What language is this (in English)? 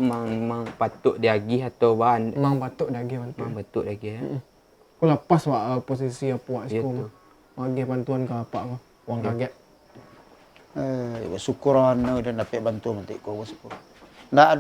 Minangkabau